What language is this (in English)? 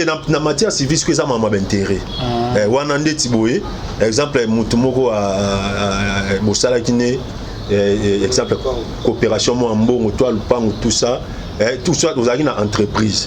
Lingala